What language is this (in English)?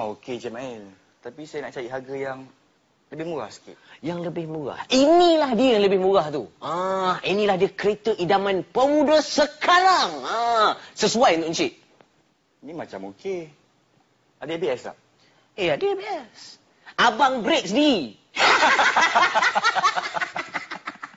Malay